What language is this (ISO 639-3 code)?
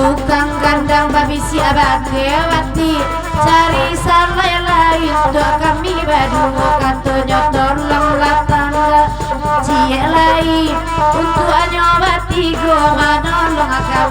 min